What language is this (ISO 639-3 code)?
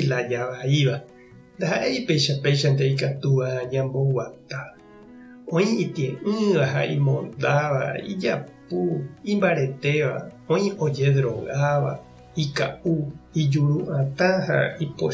grn